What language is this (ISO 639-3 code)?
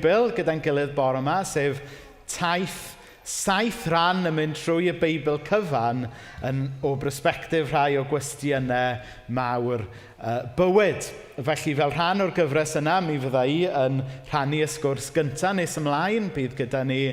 cym